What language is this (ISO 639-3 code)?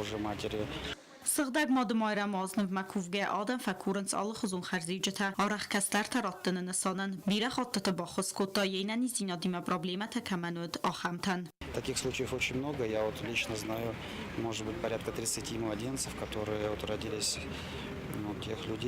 oss